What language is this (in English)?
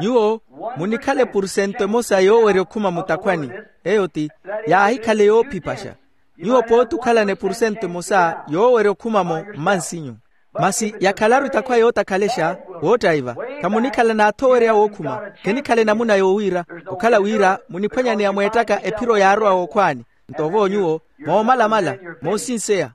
Makhuwa